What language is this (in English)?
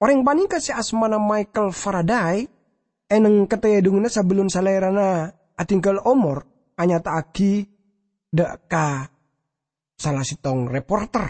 Madurese